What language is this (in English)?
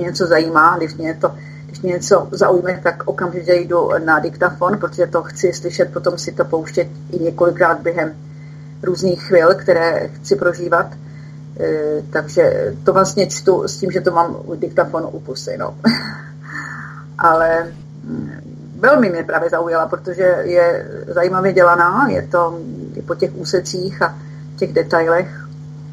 Czech